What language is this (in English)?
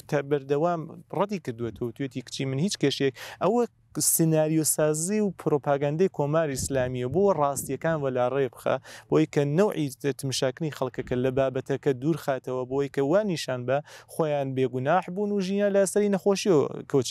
Central Kurdish